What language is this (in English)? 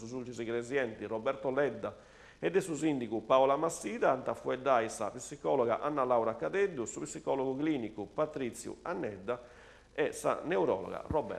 Sardinian